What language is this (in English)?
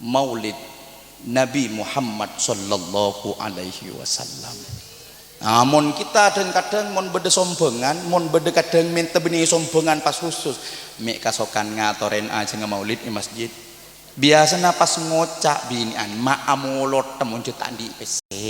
Madurese